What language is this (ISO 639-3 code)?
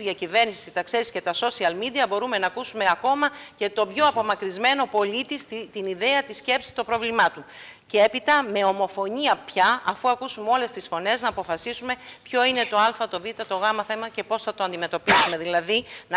ell